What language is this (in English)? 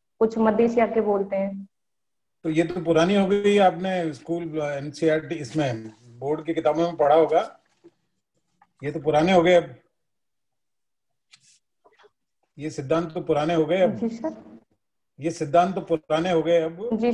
Hindi